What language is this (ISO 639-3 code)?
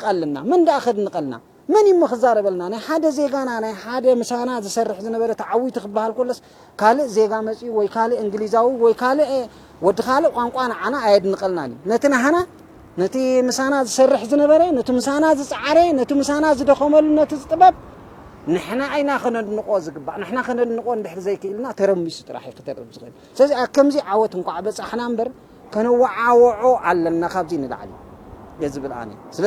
tir